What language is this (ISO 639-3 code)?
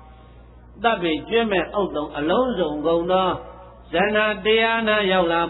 mya